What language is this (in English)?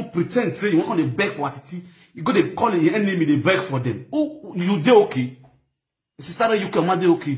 Nigerian Pidgin